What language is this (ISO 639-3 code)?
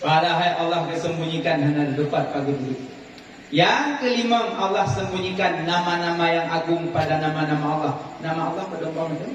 ace